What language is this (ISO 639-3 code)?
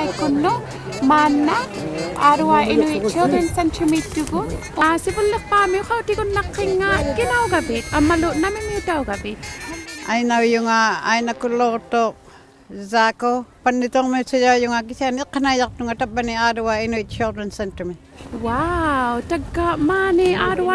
iku